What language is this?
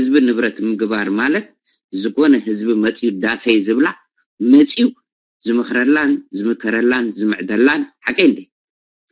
Tigrinya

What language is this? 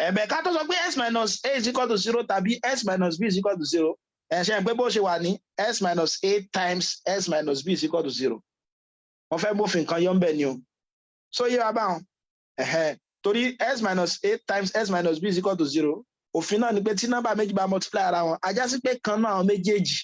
Yoruba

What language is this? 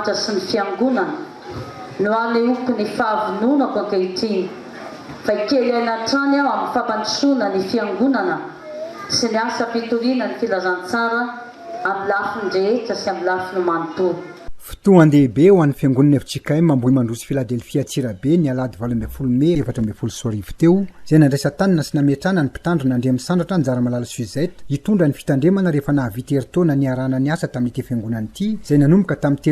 Malagasy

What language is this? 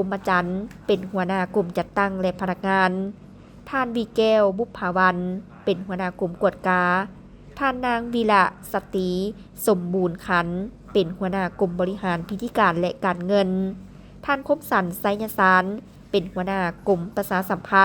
Lao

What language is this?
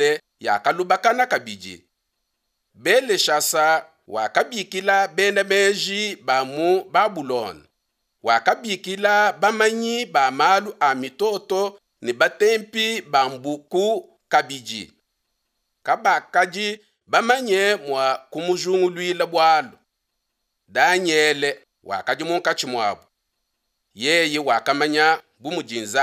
Luba-Lulua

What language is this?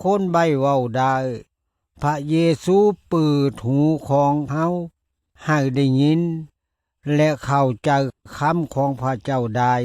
Lao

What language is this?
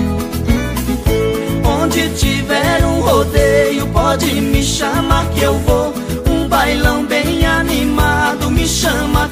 Portuguese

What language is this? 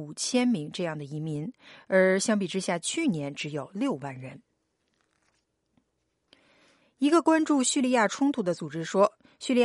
Chinese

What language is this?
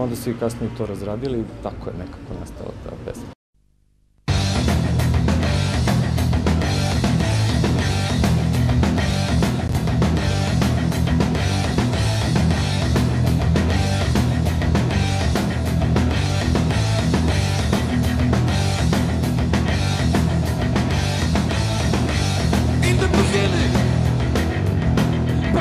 Serbian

